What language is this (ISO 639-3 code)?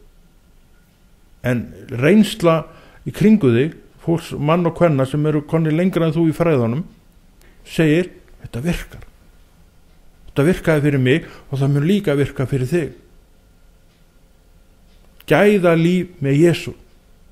isl